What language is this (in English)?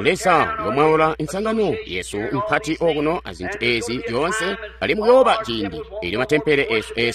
Tonga (Zambia)